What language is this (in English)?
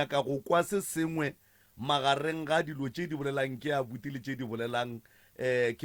Northern Sotho